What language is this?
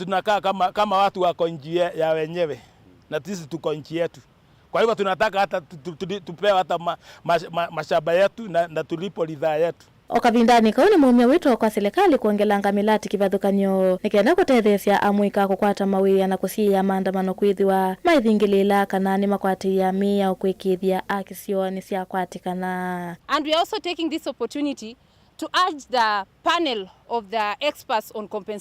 Kamba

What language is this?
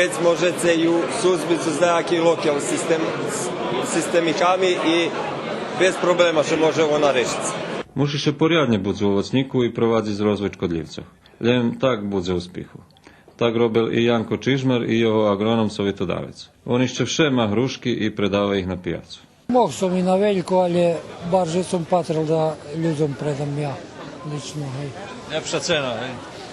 Rusyn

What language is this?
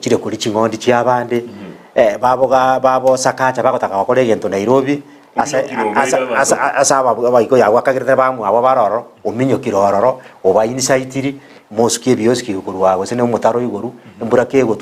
Gusii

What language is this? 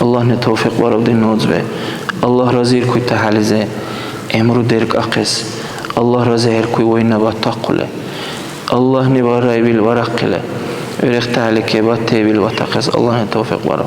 Dargwa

